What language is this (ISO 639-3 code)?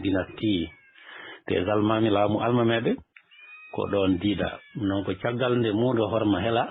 ful